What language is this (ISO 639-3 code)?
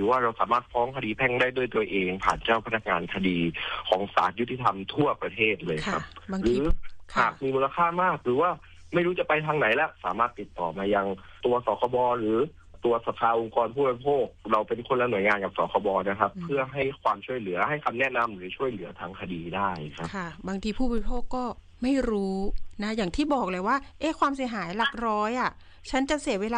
tha